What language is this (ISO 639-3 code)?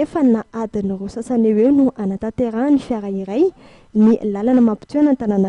mlg